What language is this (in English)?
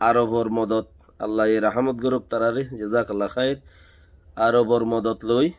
Rohingya